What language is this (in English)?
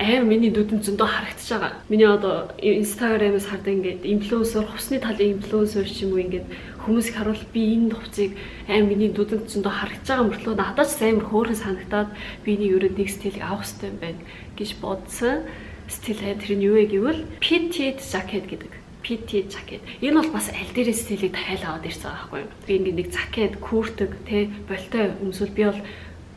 Mongolian